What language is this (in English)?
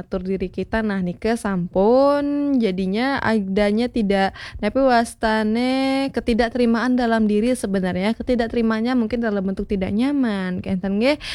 Balinese